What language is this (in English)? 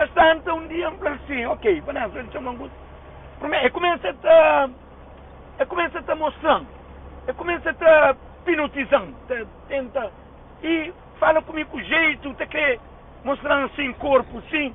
Kabuverdianu